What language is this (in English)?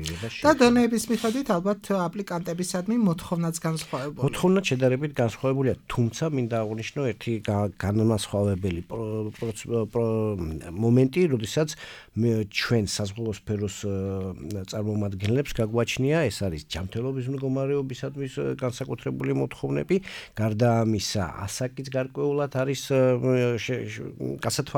Georgian